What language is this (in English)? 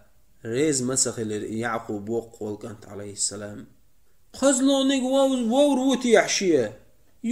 Chechen